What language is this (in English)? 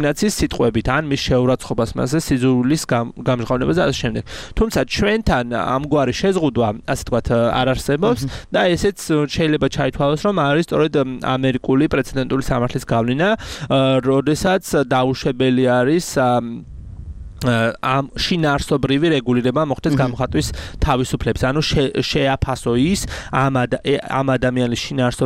Georgian